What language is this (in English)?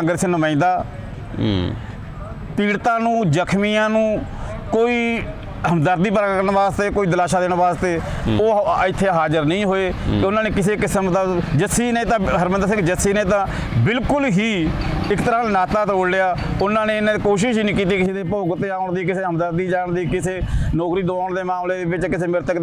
Punjabi